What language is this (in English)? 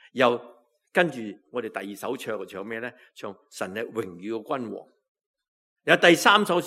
Cantonese